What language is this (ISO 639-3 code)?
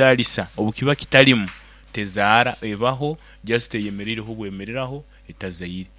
nyo